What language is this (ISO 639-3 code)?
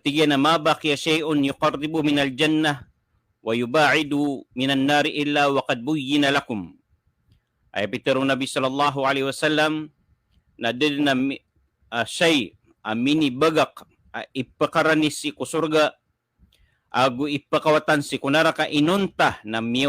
mrw